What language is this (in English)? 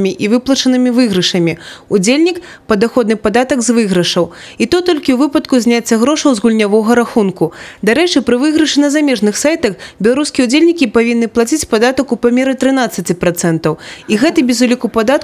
Belarusian